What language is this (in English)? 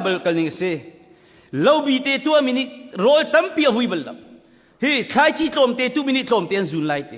Hakha Chin